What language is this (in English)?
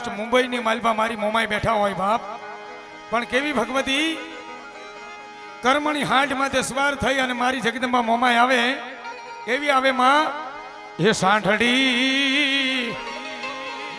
Gujarati